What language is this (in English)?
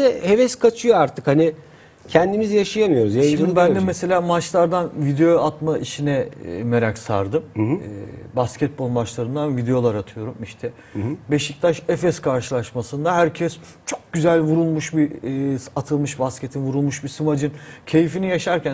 Turkish